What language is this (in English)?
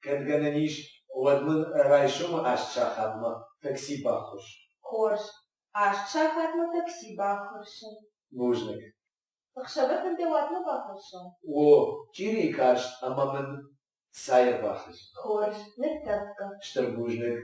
Ossetic